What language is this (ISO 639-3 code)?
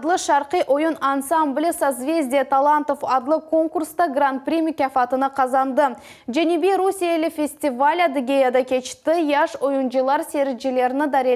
crh